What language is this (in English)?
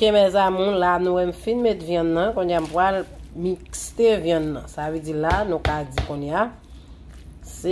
Haitian Creole